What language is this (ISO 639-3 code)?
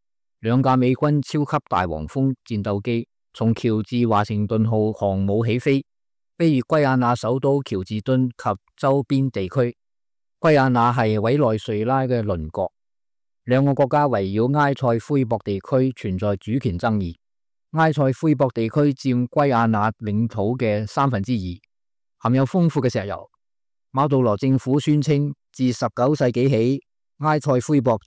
yue